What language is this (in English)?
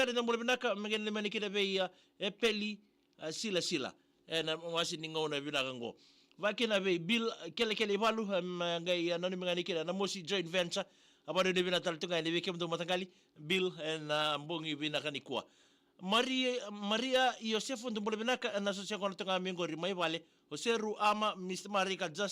Fijian